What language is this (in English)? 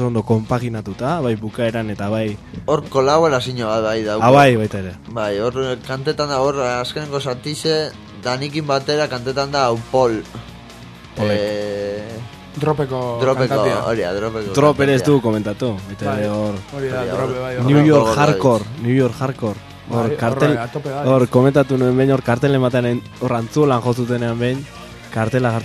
Basque